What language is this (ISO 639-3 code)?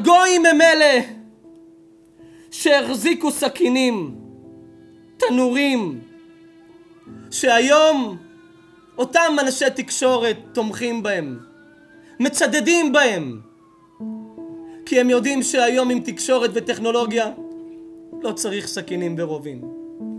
heb